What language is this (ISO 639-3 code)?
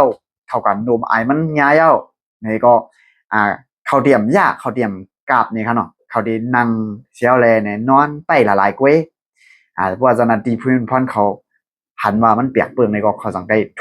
shn